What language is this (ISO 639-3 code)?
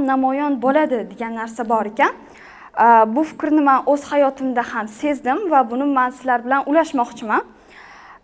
uzb